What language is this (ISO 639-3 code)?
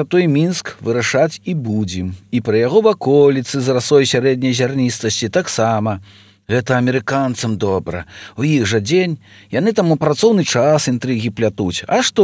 bel